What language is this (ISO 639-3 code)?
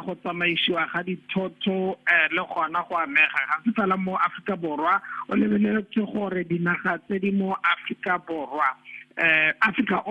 tsn